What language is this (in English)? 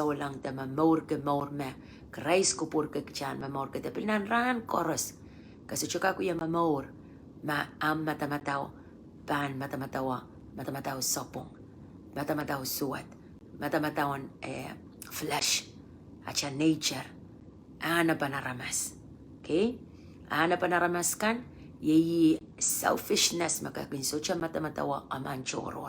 Pohnpeian